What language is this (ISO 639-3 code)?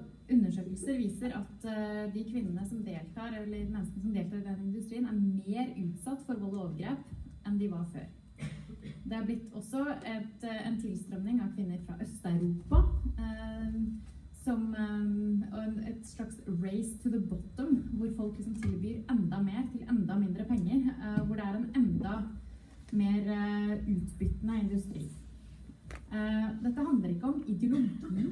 nor